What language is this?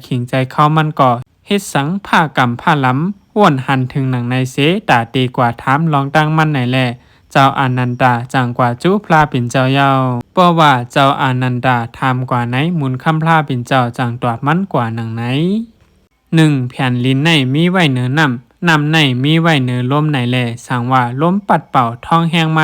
Shan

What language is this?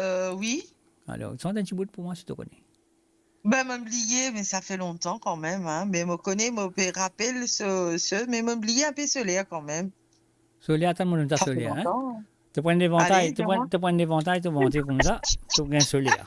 Morisyen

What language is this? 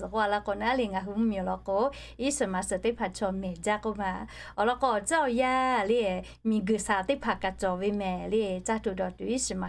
Lahu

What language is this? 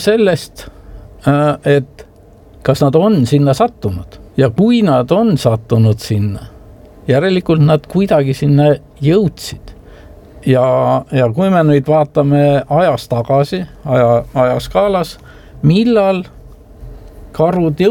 Estonian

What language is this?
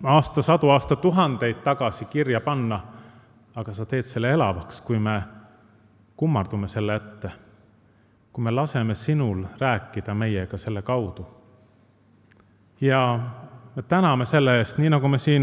Estonian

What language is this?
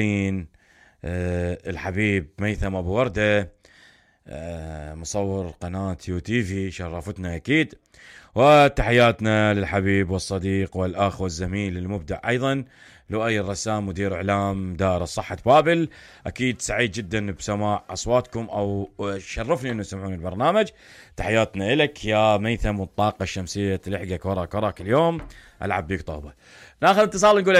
Mesopotamian Arabic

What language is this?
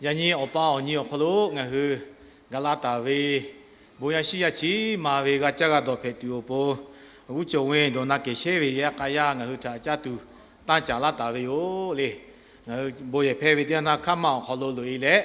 Lahu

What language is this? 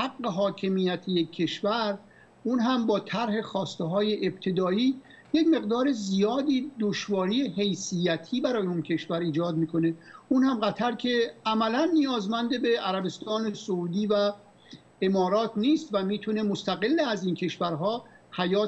Persian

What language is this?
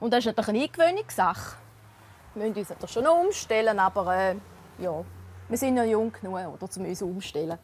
Romansh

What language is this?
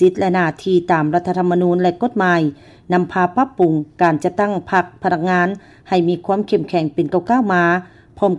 Lao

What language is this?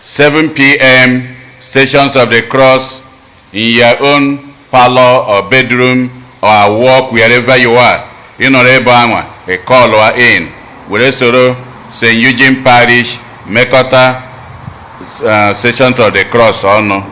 Igbo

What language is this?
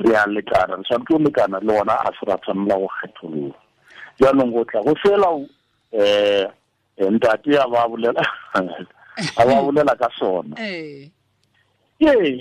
Tswana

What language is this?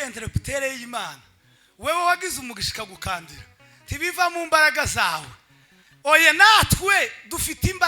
Kinyarwanda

